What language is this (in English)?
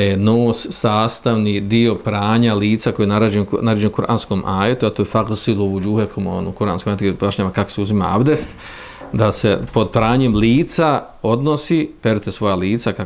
Bosnian